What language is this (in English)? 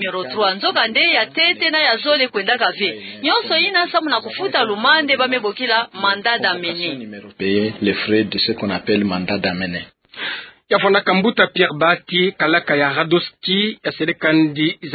Kituba (Democratic Republic of Congo)